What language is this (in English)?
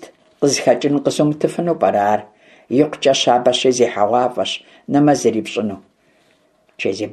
Kabardian